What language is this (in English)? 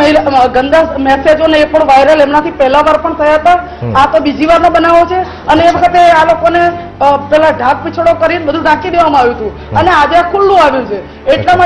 Gujarati